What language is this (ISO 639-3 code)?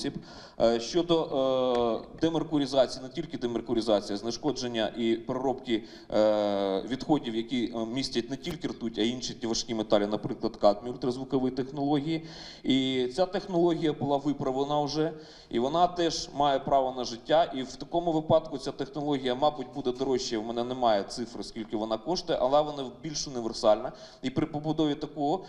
ukr